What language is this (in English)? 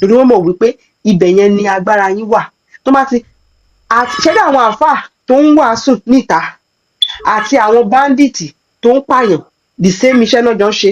Yoruba